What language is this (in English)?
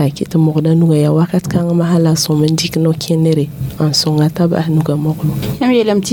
Mossi